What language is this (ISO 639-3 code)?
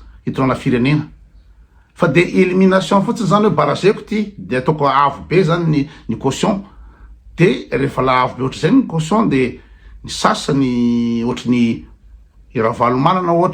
mlg